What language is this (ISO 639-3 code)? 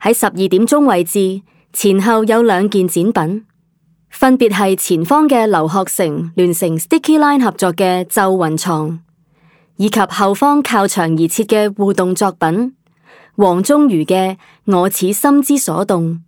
yue